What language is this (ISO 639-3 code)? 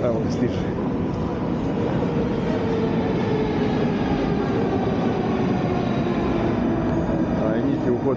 srp